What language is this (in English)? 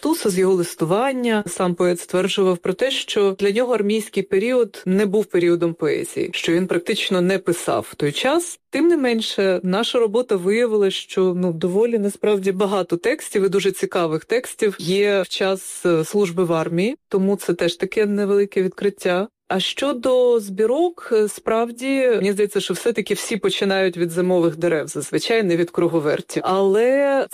Ukrainian